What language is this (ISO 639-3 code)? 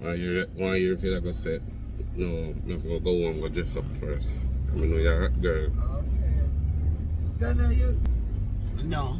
jam